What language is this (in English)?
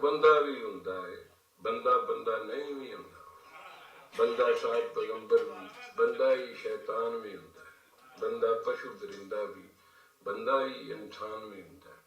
Western Panjabi